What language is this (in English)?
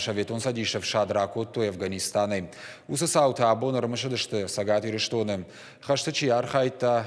Ossetic